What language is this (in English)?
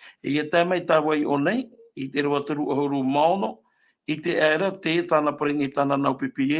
Tahitian